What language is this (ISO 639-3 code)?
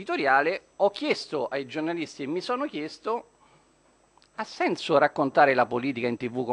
ita